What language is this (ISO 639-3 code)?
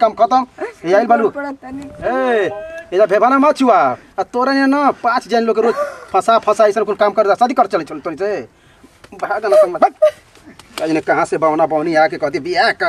bho